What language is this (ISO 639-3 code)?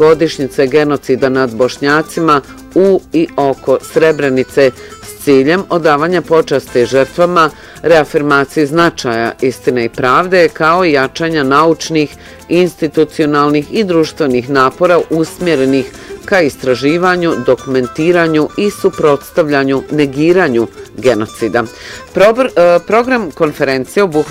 bos